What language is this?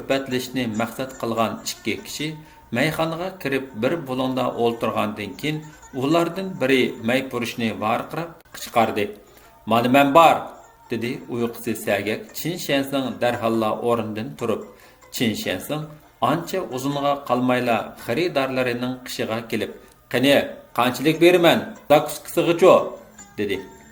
Uyghur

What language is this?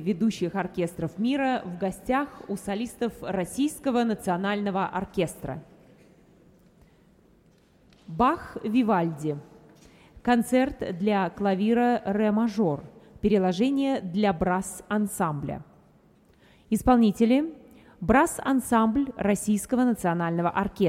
Russian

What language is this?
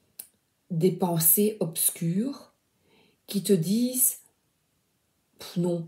French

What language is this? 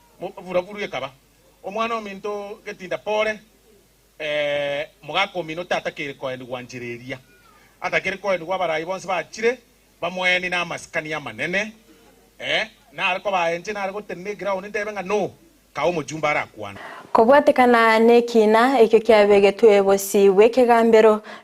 Gusii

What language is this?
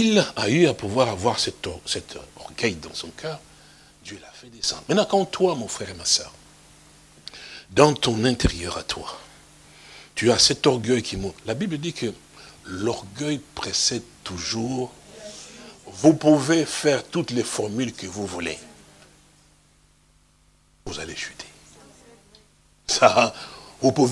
French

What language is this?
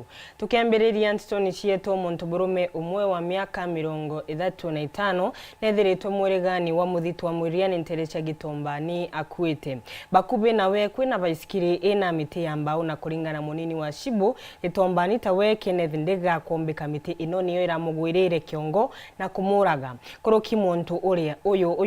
Meru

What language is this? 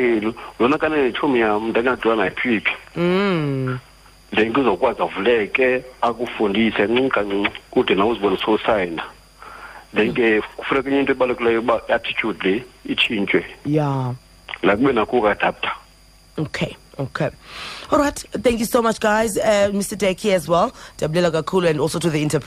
Xhosa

